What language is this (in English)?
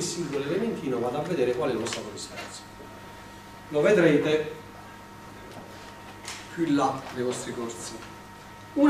Italian